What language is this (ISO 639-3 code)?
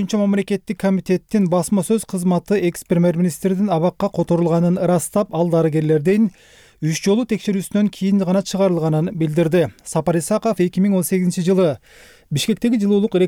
kir